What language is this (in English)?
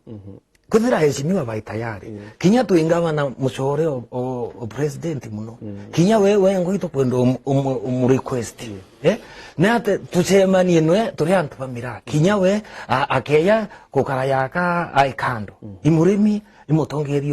Meru